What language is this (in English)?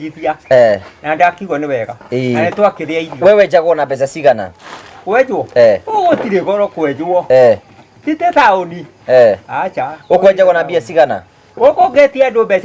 Kikuyu